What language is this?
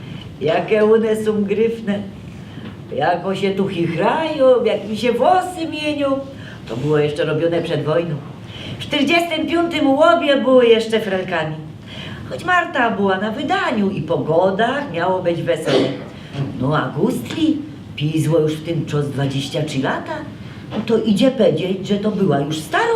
Silesian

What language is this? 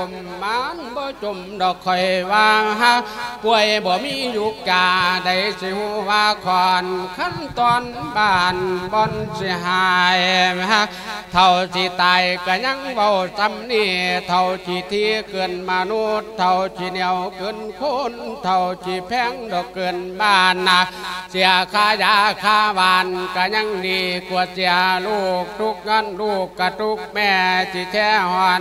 Lao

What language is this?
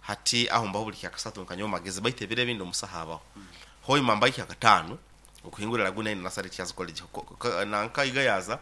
Nyoro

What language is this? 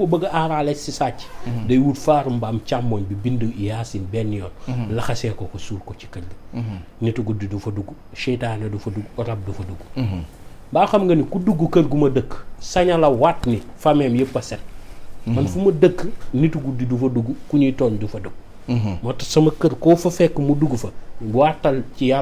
Wolof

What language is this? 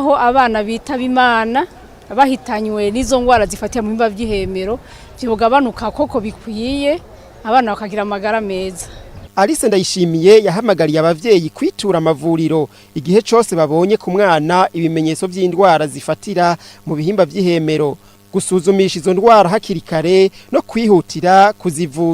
Rundi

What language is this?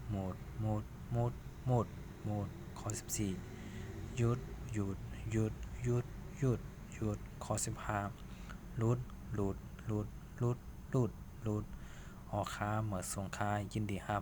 Shan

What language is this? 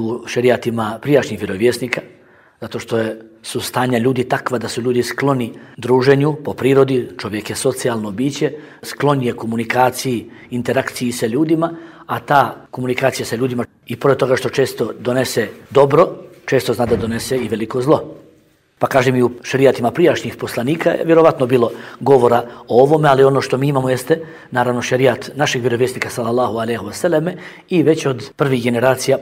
Bosnian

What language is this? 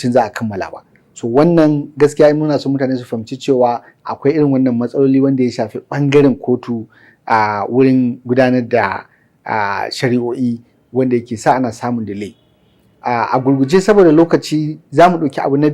Hausa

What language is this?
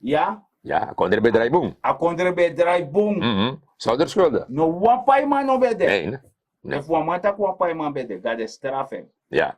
Sranan Tongo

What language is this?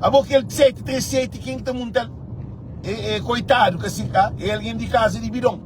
Kabuverdianu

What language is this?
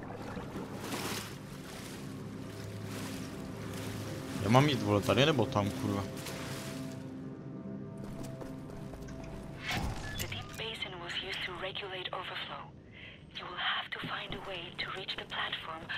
Czech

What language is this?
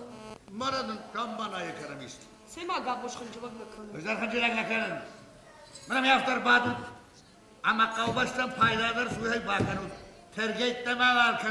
Ossetic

